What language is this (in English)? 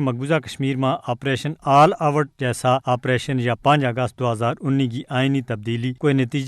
Gujari